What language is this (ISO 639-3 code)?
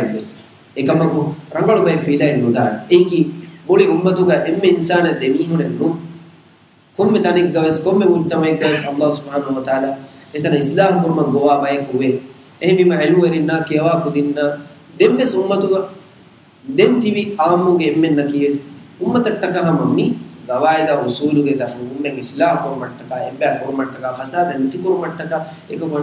div